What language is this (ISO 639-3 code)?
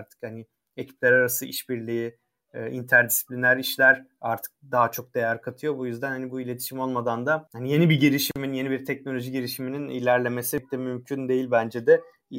tur